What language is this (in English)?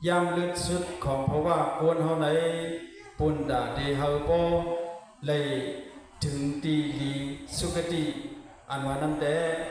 Shan